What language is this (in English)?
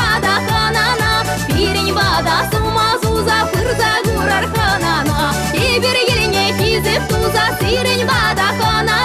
Chuvash